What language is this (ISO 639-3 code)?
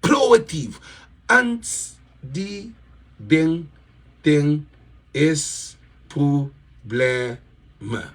kea